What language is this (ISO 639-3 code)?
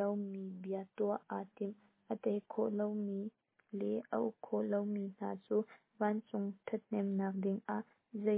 cnh